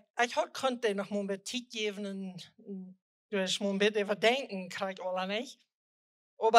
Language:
Plautdietsch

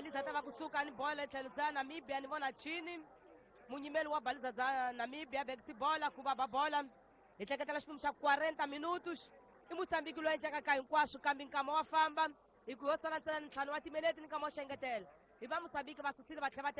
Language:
Tsonga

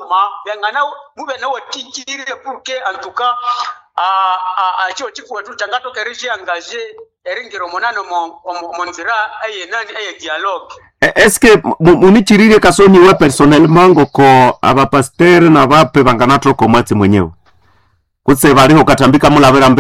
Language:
Nande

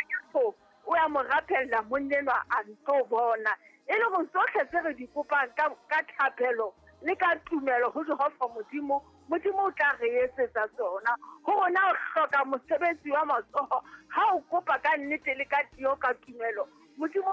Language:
Southern Sotho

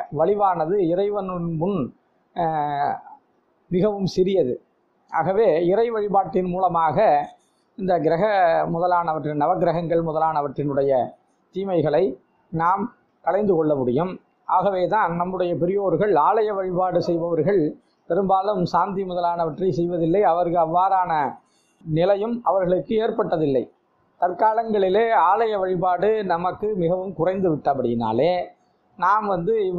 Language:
Tamil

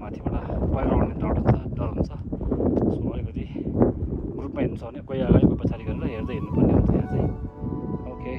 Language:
Nepali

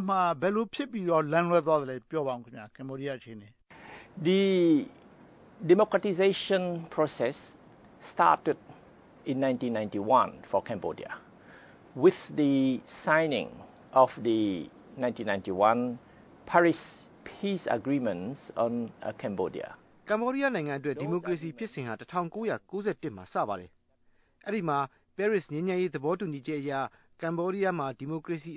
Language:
Burmese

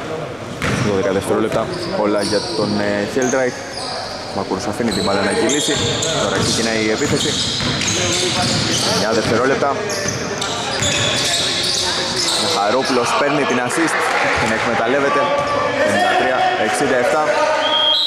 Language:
Greek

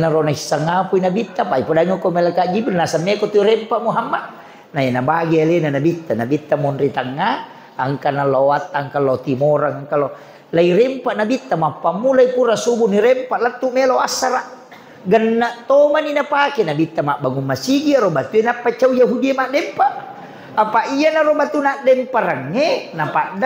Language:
Buginese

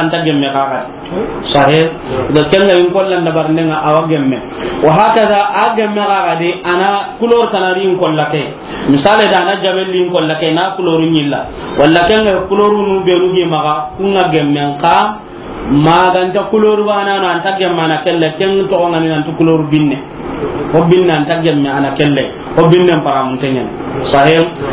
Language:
Soninke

